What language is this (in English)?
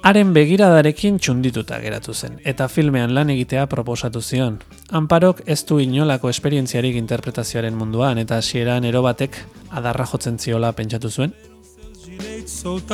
Basque